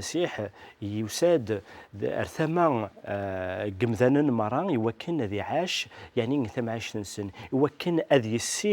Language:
Kabyle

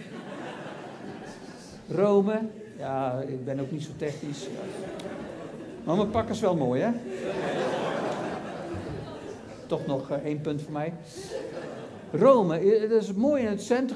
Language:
Dutch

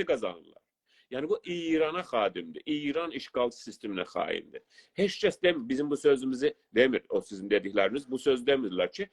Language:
South Azerbaijani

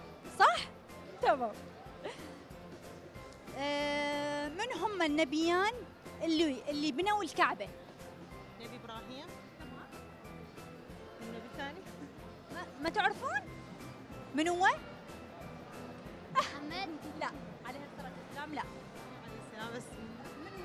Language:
Mesopotamian Arabic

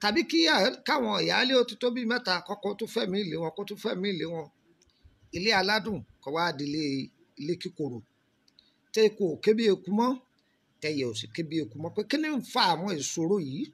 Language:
Yoruba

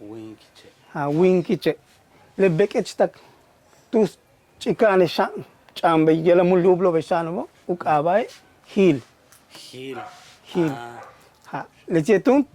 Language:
Yucateco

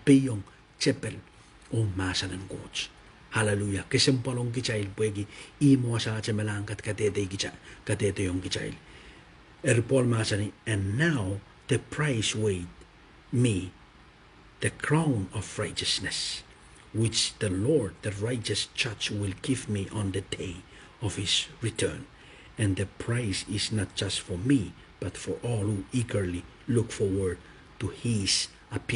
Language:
Pohnpeian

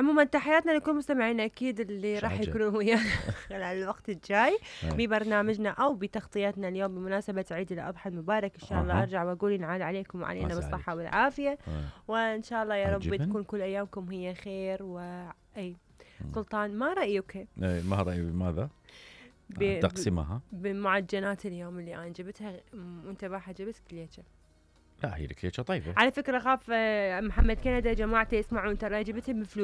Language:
Mesopotamian Arabic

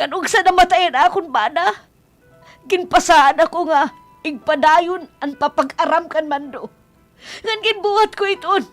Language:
Waray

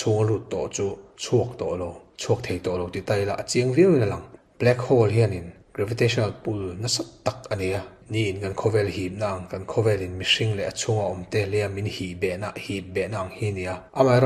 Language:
Mizo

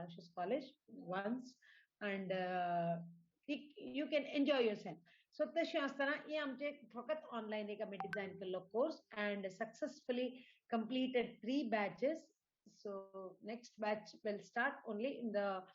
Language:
Konkani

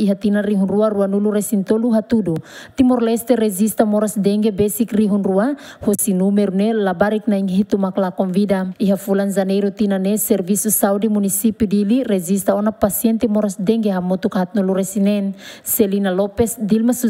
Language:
Tetum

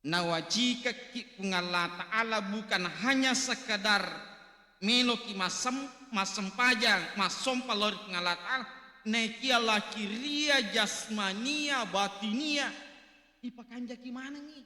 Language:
Buginese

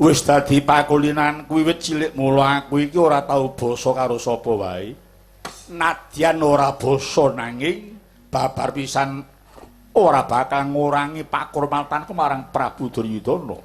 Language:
Javanese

